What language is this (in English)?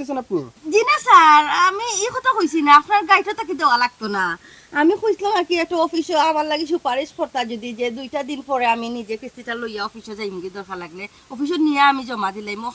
Sylheti